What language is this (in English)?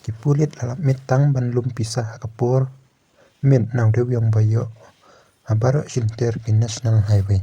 Khasi